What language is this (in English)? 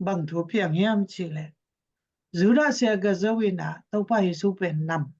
Tedim Chin